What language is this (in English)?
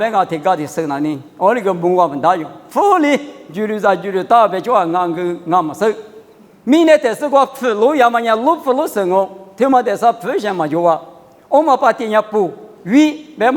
Lisu